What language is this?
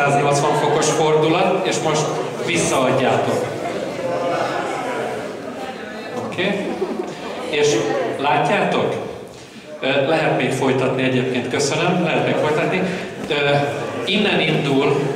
Hungarian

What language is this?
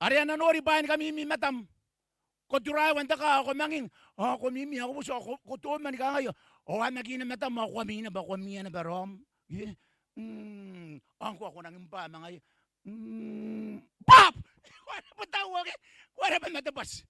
Gilbertese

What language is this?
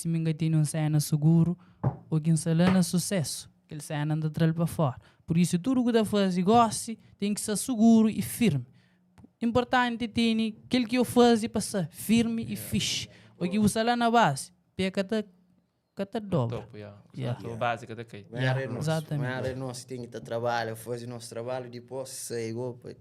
Kabuverdianu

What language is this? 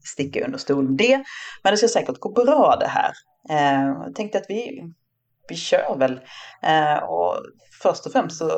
Swedish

